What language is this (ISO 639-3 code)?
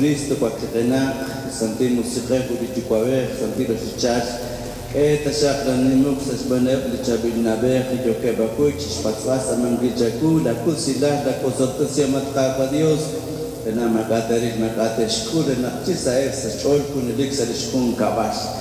kek